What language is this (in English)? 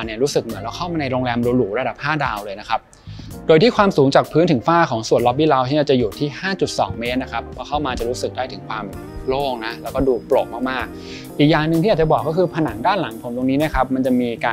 Thai